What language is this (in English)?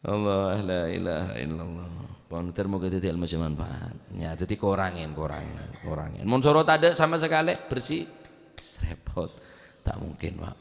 Madurese